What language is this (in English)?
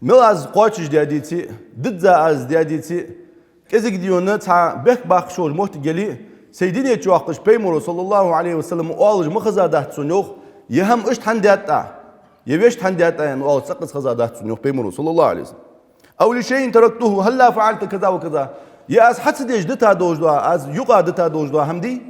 Ingush